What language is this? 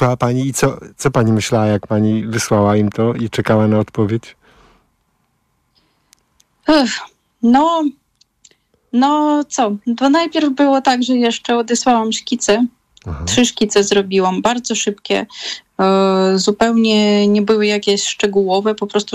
Polish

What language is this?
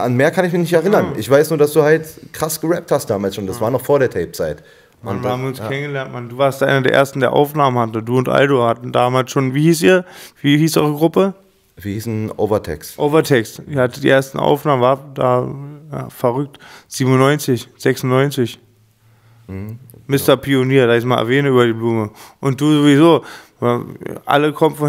German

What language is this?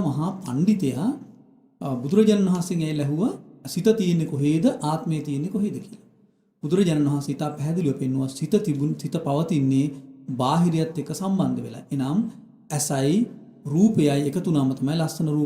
Sinhala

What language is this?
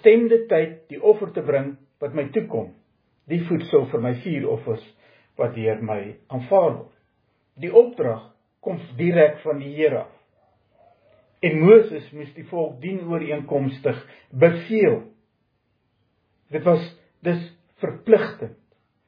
Afrikaans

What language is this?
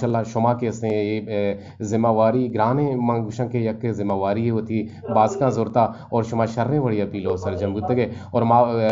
Eastern Balochi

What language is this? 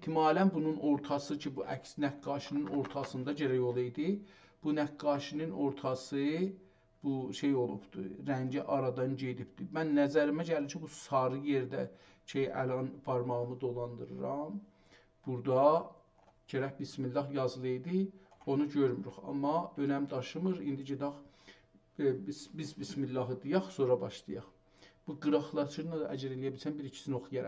South Azerbaijani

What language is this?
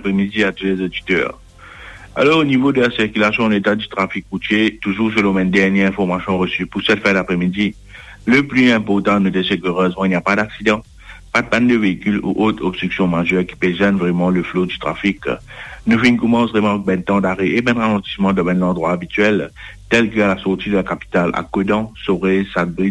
Morisyen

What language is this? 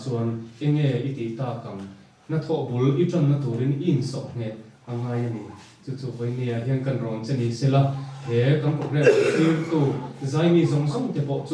Mizo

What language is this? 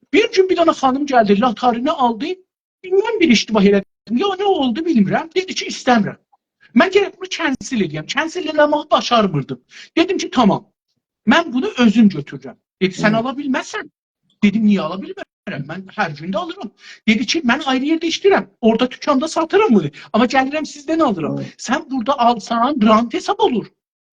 South Azerbaijani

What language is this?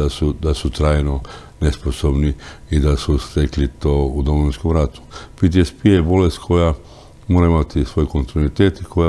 Croatian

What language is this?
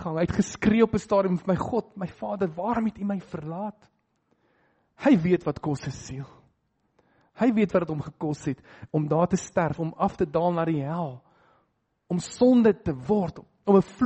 Afrikaans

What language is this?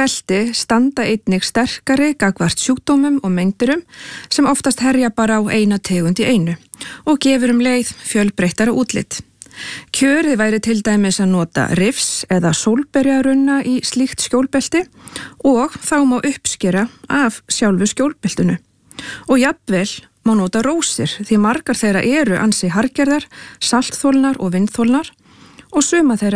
Icelandic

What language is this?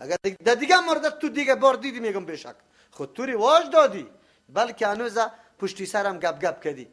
Persian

